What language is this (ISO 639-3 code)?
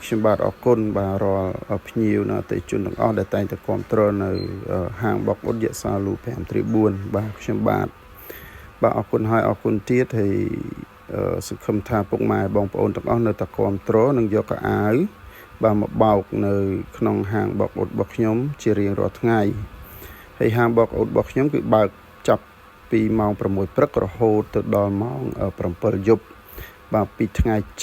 khm